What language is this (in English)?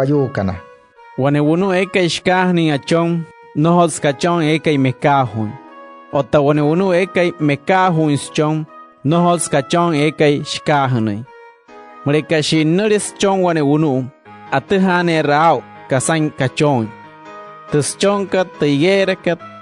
Wayuu